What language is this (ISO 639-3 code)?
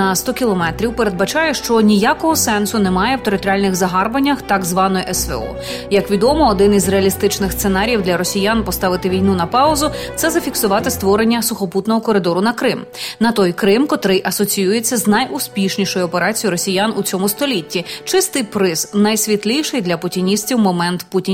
ukr